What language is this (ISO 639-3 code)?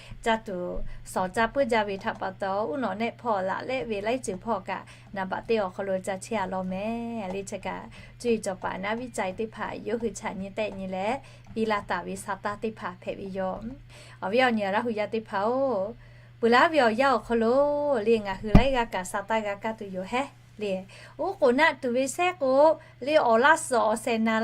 lhu